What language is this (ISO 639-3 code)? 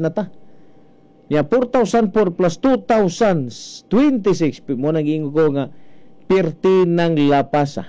ceb